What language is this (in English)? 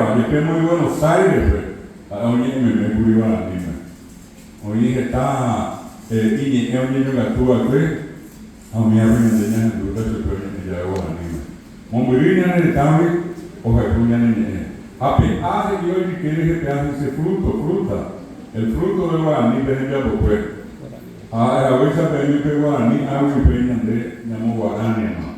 Guarani